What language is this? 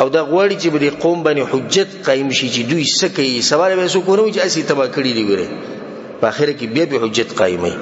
Pashto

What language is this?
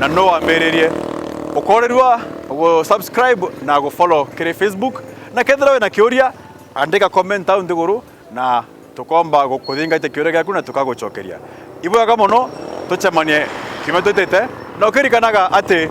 Meru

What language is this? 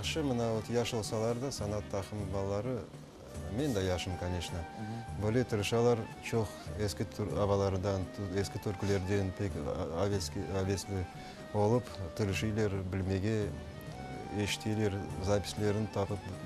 Crimean Tatar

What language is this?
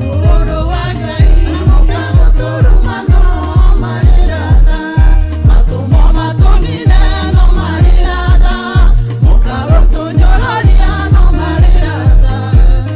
Kikuyu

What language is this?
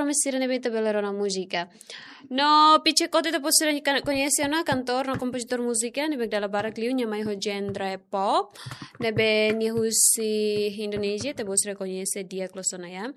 Tetum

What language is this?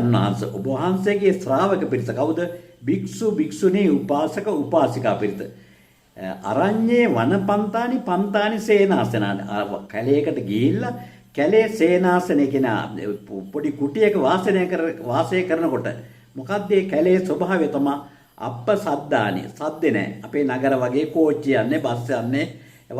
Sinhala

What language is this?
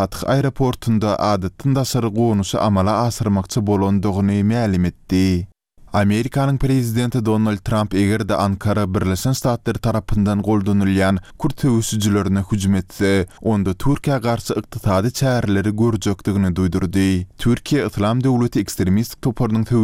Turkmen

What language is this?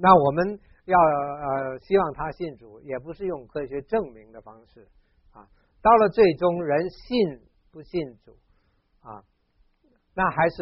Chinese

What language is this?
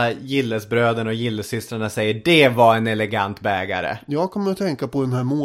Swedish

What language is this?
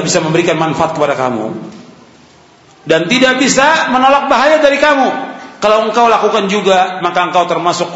Indonesian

